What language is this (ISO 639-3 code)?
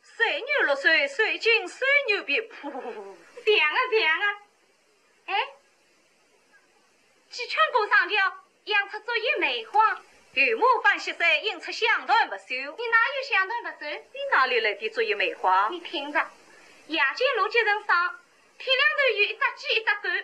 wuu